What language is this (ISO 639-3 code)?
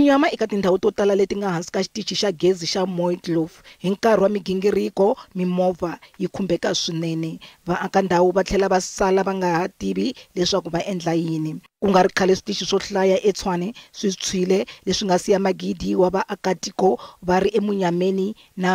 tso